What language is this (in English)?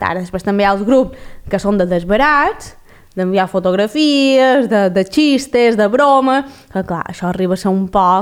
Catalan